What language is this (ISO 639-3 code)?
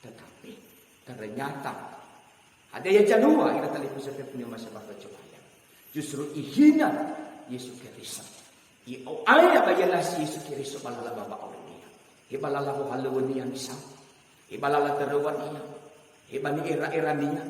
nia